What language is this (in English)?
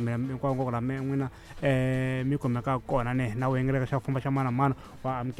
Tsonga